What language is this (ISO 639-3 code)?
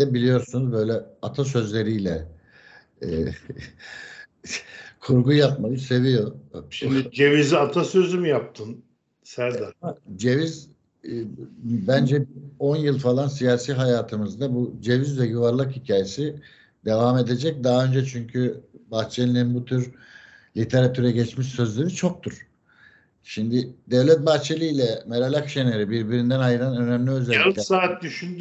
tur